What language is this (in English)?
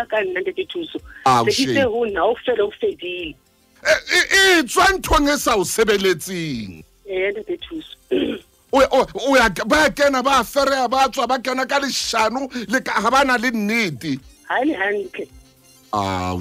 Southern Sotho